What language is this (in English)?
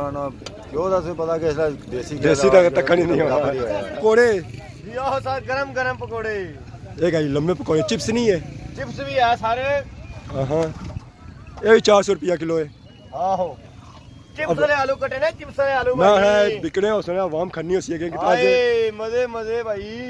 Pahari-Potwari